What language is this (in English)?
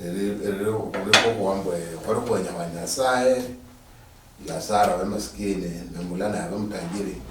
Luyia